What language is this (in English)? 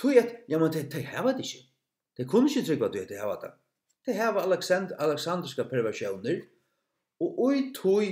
Faroese